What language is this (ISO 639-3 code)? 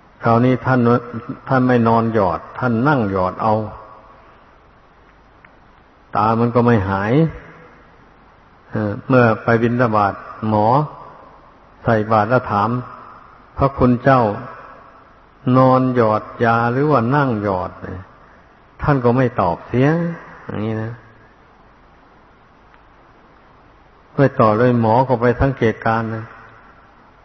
tha